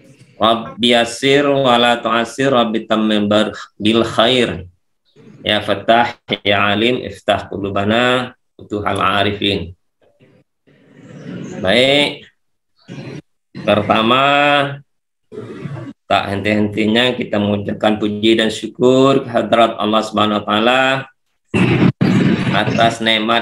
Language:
Indonesian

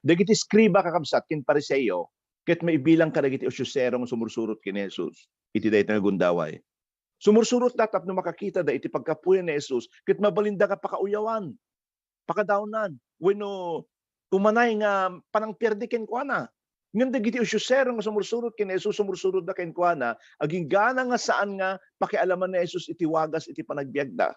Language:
Iloko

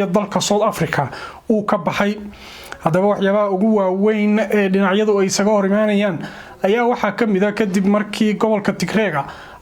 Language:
Somali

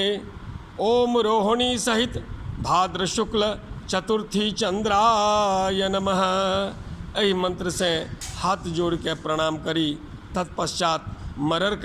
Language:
Maithili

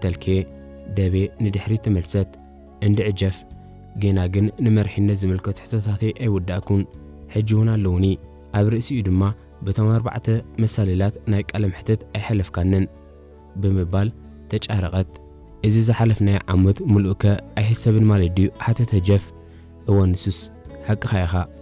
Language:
Tigrinya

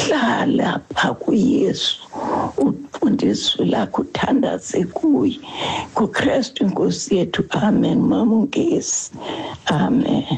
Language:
Xhosa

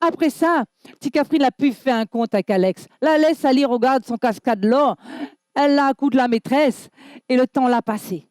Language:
Réunion Creole French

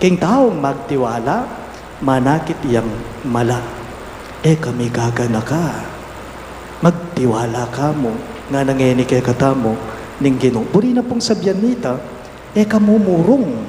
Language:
Pampanga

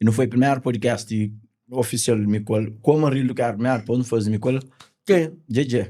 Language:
Kabuverdianu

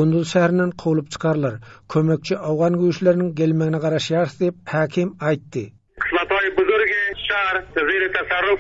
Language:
Turkmen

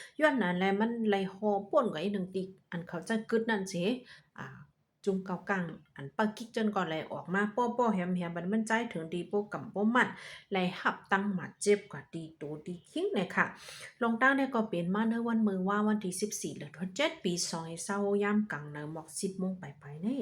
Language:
Shan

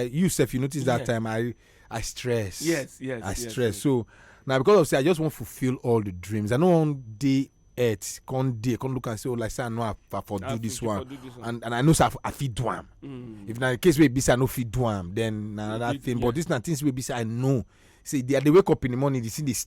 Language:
Nigerian Pidgin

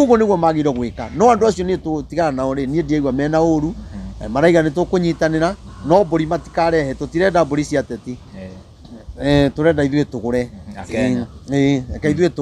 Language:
Kikuyu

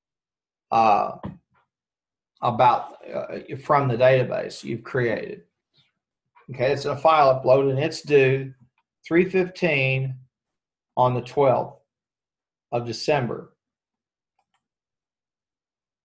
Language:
English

